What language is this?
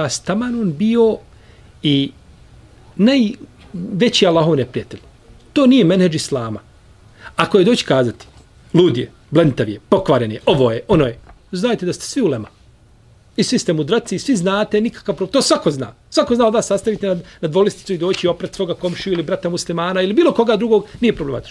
Bosnian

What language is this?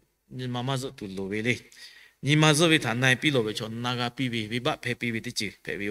Lahu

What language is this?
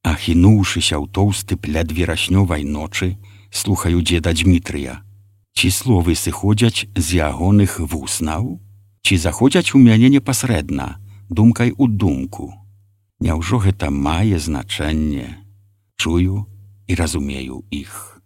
Belarusian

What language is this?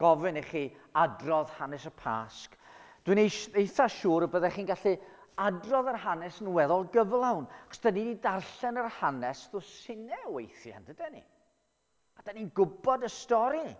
Welsh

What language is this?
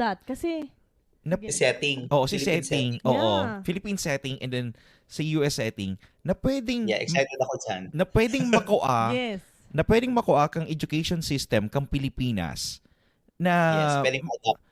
Bikol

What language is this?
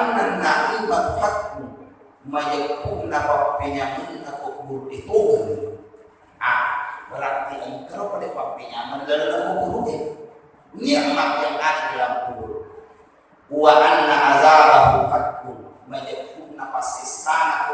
Buginese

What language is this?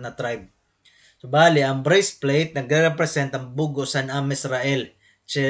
Waray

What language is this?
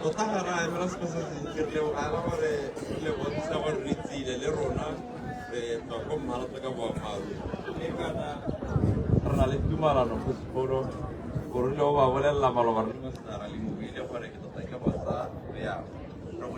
Tswana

